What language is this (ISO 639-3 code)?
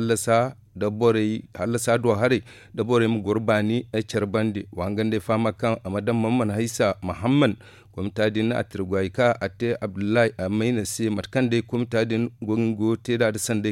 dje